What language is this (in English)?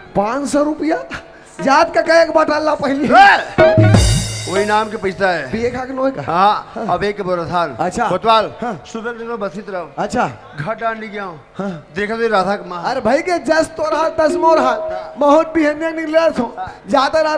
Chhattisgarhi